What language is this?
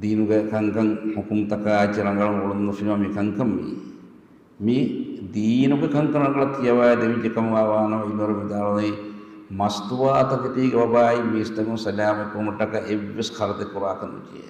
Divehi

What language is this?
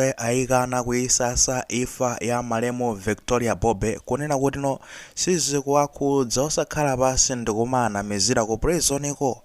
Nyanja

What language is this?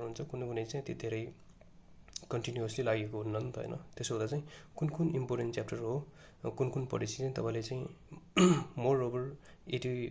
Nepali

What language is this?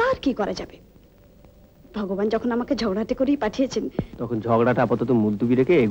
Bangla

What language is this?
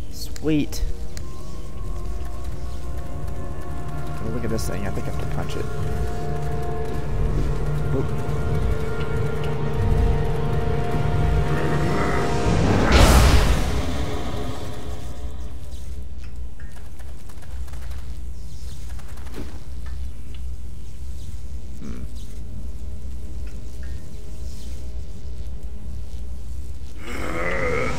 English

